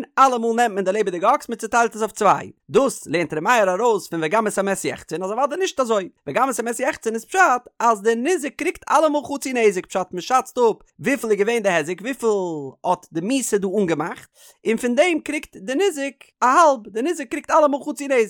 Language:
Yiddish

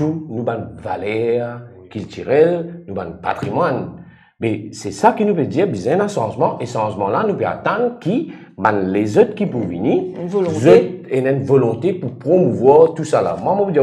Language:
Morisyen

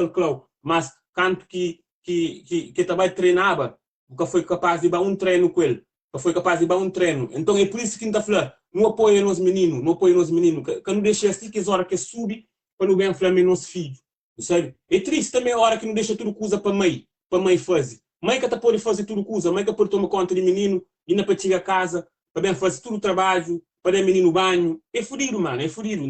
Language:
Kabuverdianu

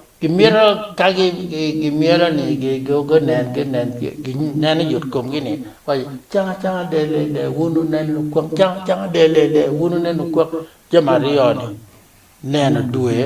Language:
Acoli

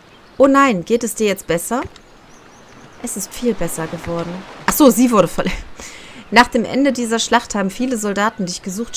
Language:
German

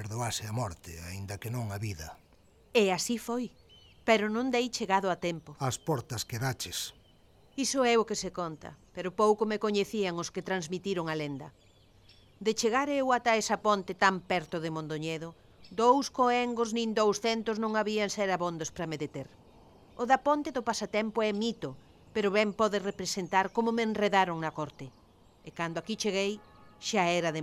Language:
Galician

